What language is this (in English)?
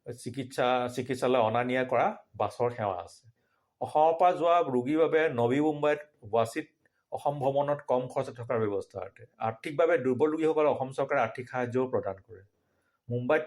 Assamese